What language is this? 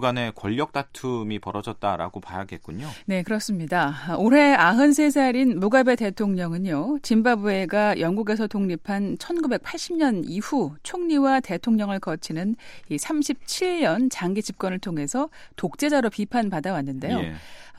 Korean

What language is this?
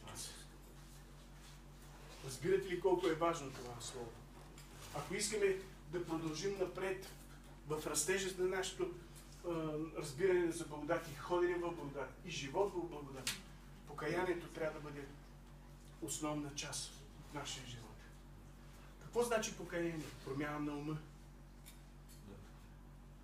Bulgarian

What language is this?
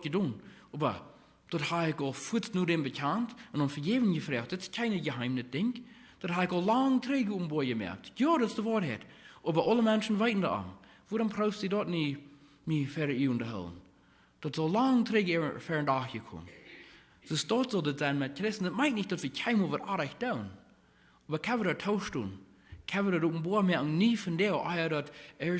Plautdietsch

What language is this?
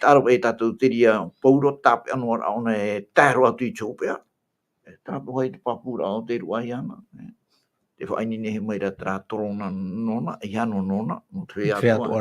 Tahitian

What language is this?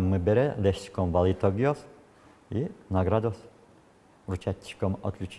Udmurt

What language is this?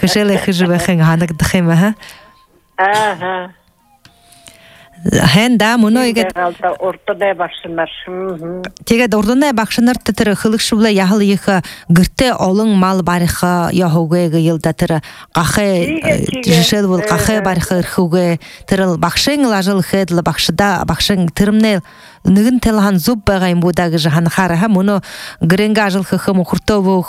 Buriat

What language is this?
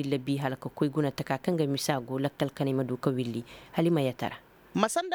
Koyraboro Senni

